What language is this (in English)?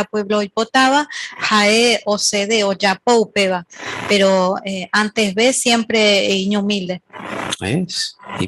Guarani